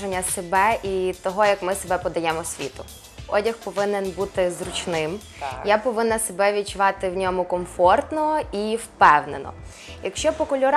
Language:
Ukrainian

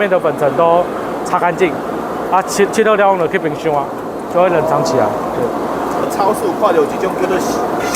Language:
Min Nan Chinese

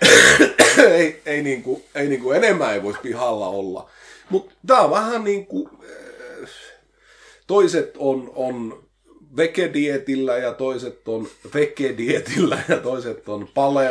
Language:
Finnish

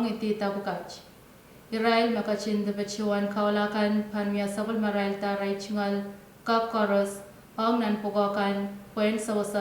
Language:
Pohnpeian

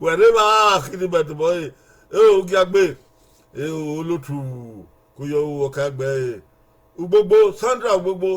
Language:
Bini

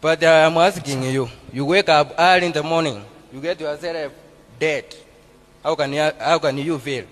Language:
Acoli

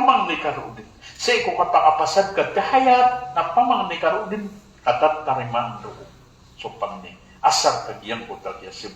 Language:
Maranao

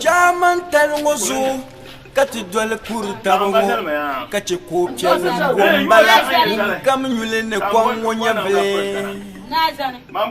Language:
Dagbani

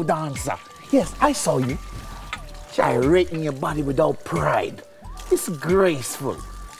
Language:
Jamaican Creole English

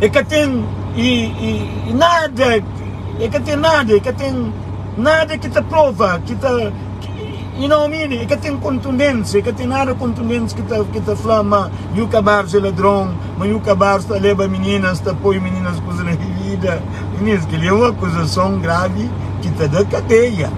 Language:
Kabuverdianu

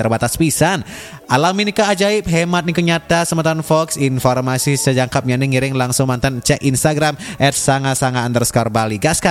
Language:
Balinese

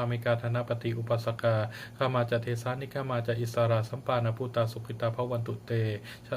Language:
Pali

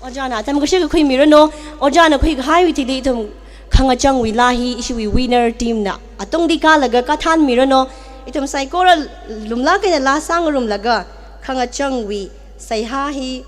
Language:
Tangkhul Naga (India)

